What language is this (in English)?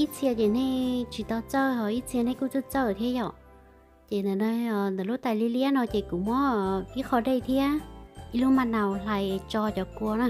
Hmong